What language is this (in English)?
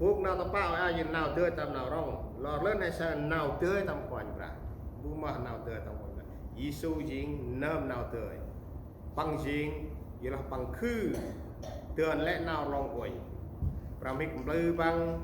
Central Mnong